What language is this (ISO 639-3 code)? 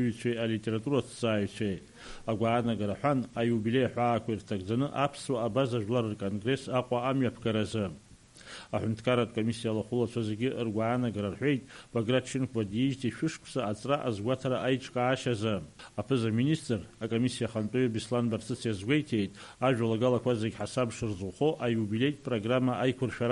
abk